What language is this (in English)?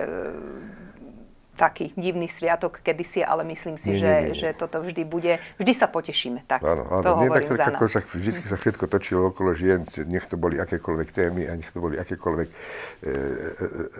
Slovak